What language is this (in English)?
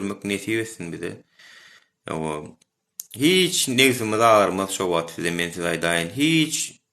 Turkmen